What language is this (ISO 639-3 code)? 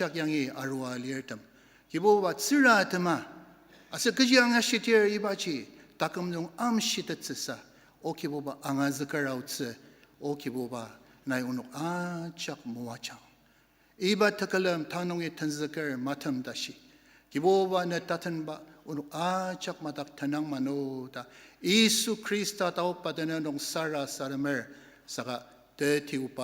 njo